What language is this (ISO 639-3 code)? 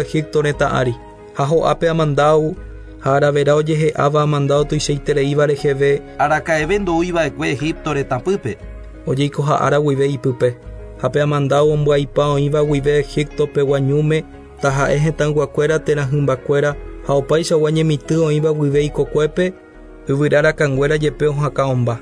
grn